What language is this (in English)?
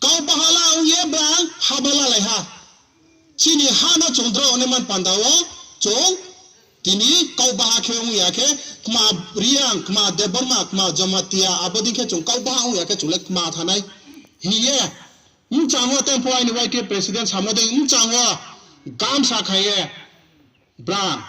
Riang (India)